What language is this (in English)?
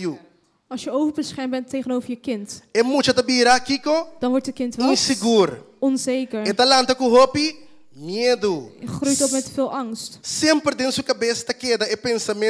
Papiamento